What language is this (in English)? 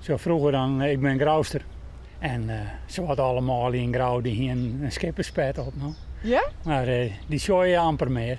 Western Frisian